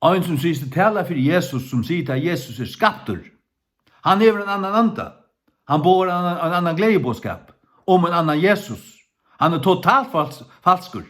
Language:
Faroese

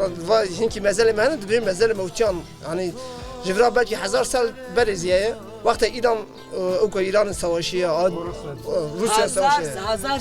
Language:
Zaza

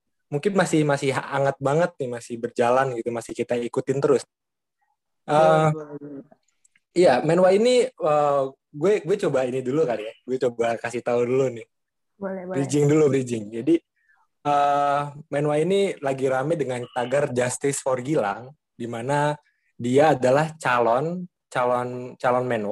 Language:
Indonesian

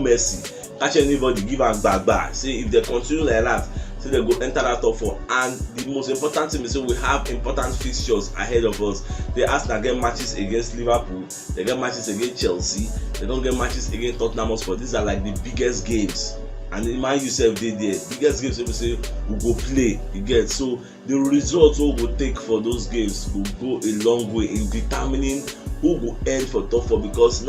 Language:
Nigerian Pidgin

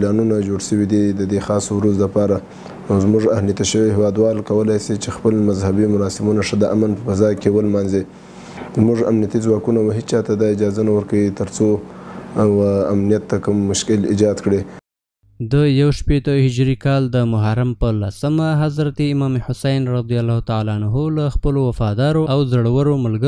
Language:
Pashto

